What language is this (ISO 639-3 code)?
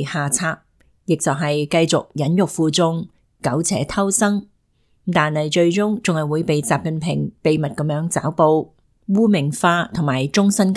yue